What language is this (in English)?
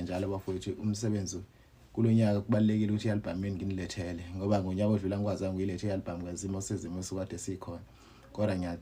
Zulu